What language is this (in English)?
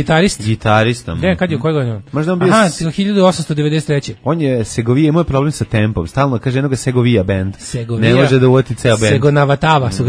Serbian